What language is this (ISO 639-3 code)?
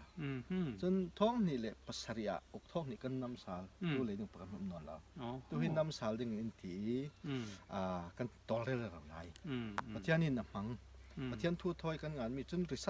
cfm